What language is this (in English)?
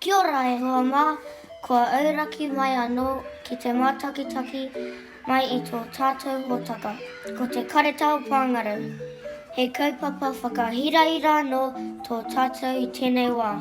Māori